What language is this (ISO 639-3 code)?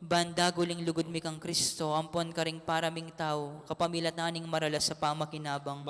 pam